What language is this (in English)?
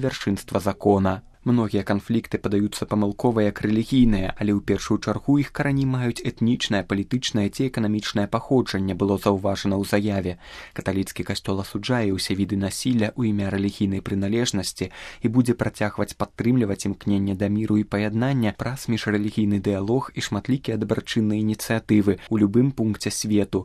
Belarusian